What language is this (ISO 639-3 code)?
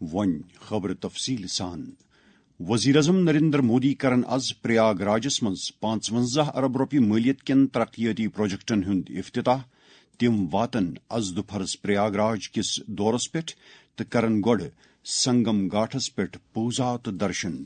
kas